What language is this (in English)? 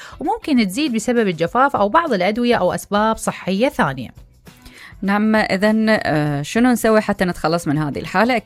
Mesopotamian Arabic